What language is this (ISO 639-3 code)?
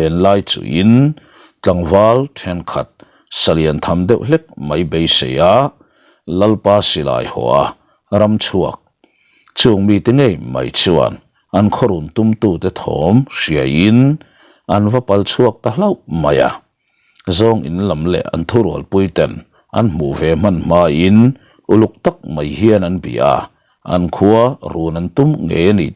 lus